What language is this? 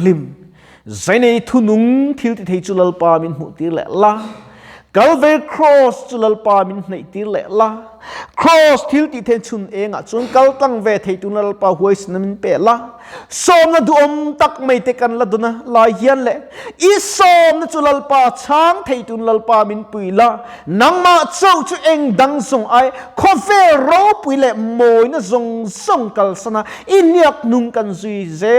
Mizo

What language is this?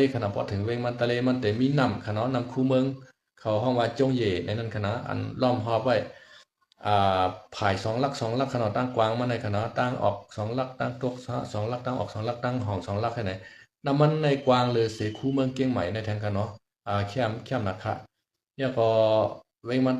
Shan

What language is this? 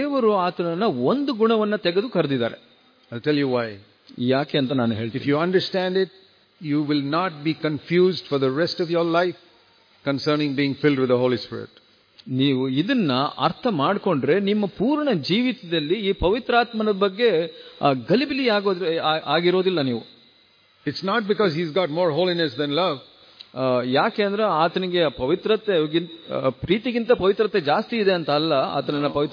Kannada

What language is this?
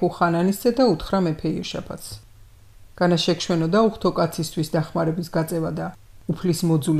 Georgian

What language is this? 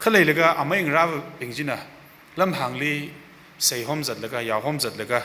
Tangkhul Naga (India)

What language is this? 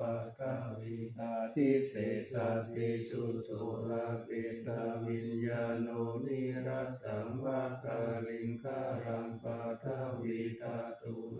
Pali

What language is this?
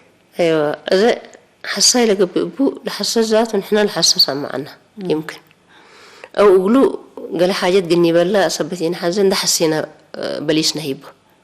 Tigre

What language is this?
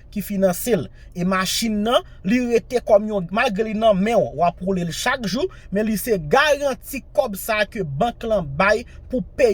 Haitian Creole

